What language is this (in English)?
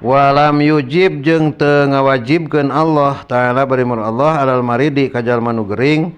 Sundanese